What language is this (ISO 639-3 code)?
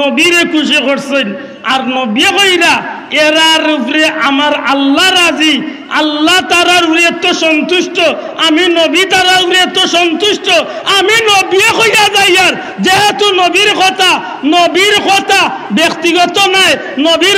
syl